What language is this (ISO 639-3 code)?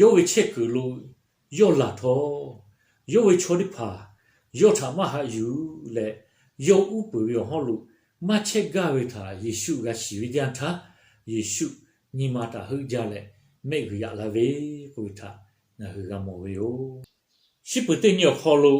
lhu